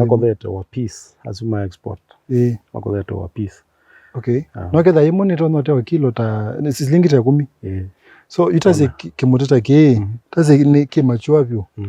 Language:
Kamba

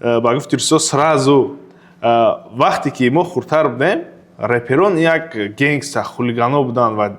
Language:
Tajik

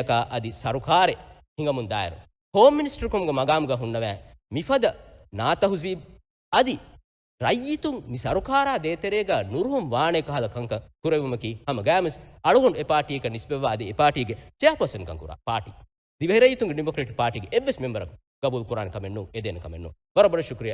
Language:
Divehi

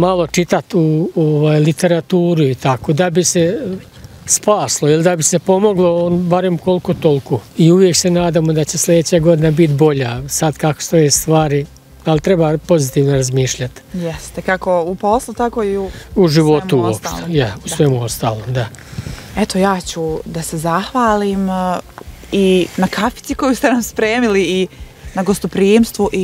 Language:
Bosnian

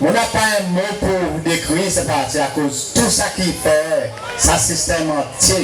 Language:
Seselwa Creole French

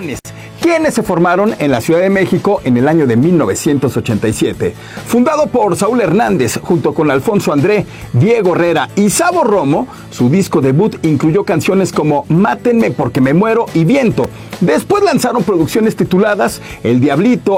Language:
Spanish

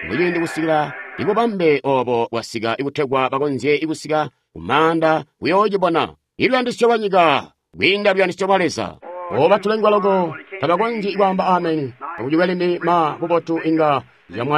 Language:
Tonga (Zambia)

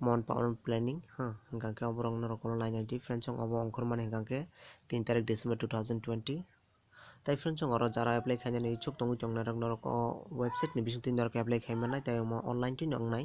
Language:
Kok Borok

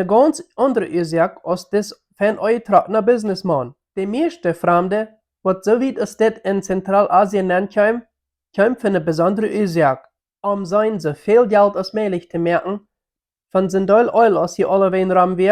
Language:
Plautdietsch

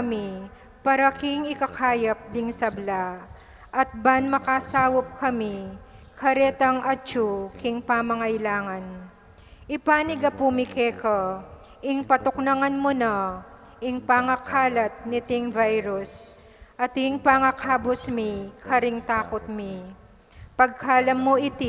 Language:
Pampanga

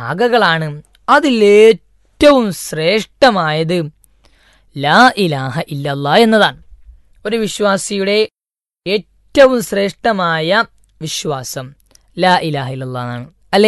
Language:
Malayalam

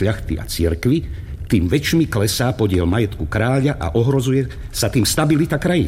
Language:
Slovak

